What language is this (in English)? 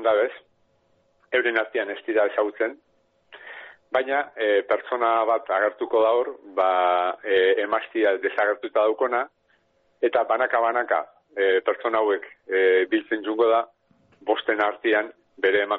Basque